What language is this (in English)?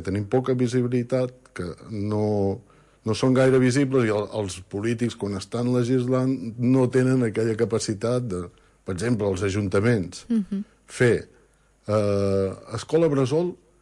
Catalan